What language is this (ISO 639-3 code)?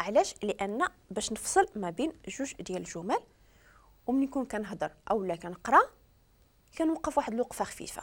ary